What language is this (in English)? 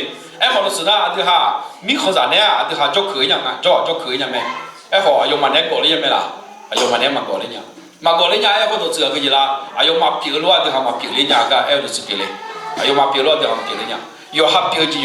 Akha